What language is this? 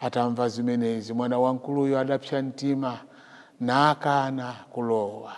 Nyanja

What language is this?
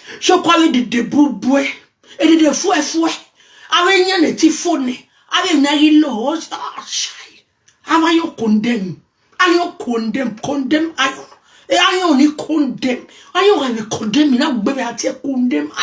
Nigerian Pidgin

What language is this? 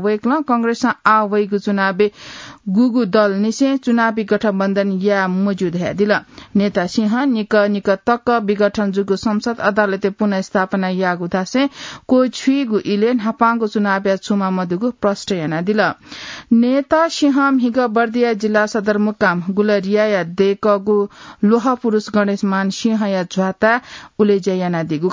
Newari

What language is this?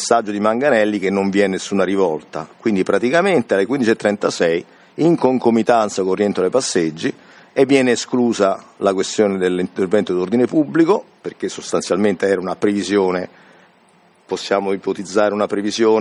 Italian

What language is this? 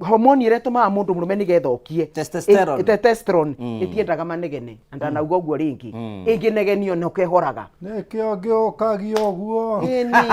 Kikuyu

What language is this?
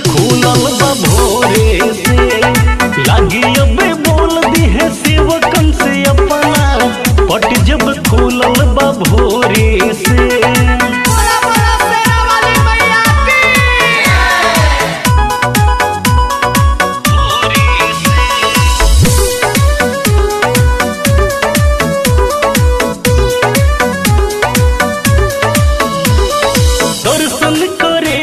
Bhojpuri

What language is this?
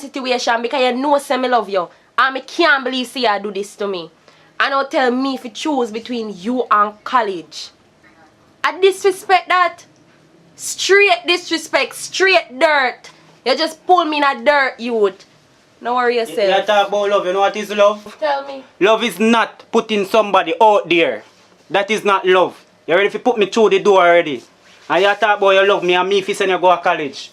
Jamaican Creole English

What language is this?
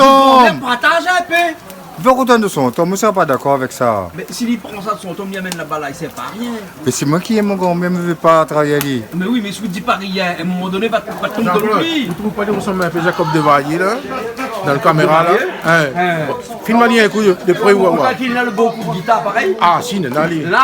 Réunion Creole French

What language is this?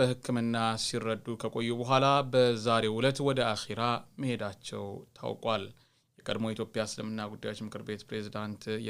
Amharic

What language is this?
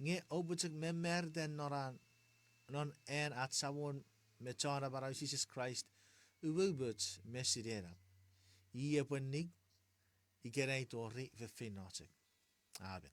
Chuukese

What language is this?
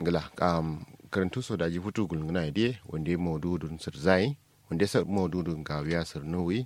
Kanuri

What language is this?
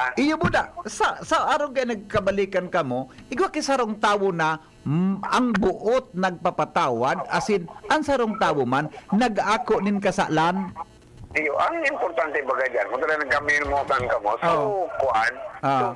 Bikol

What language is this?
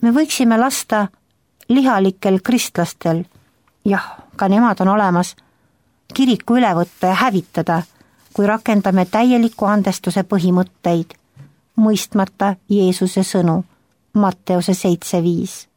Estonian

